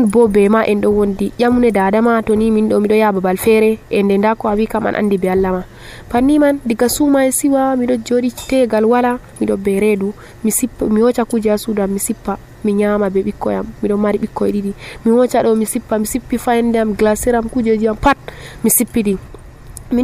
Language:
Nigerian Fulfulde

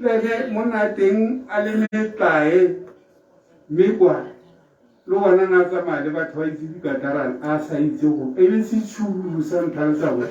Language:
Tswana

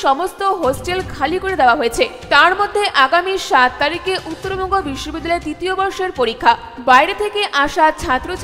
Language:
Bangla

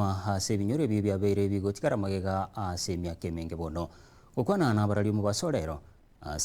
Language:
Gusii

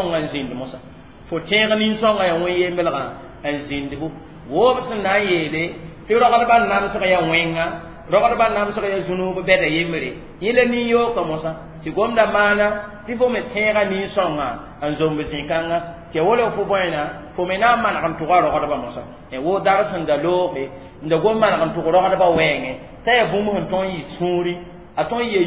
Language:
Mossi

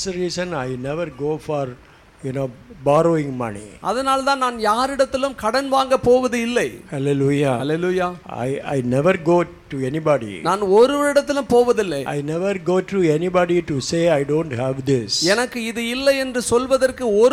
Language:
Tamil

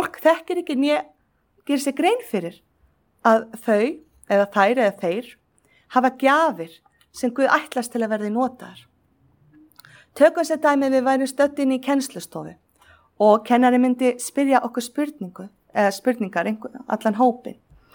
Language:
Icelandic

